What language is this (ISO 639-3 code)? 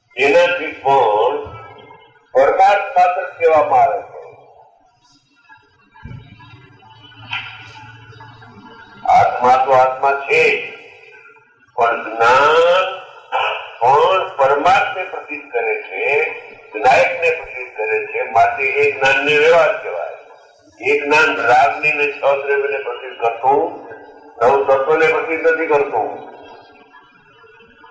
guj